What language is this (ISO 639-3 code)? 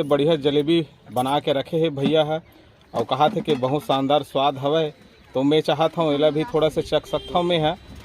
hne